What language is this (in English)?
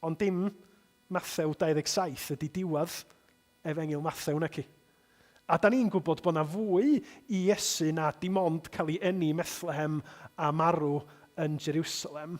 Welsh